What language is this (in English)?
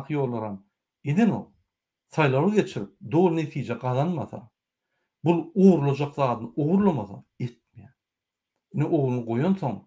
Turkmen